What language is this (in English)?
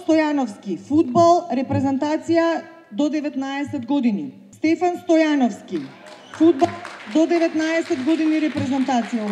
Macedonian